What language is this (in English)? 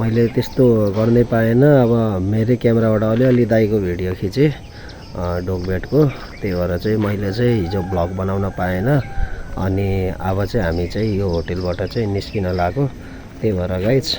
Nepali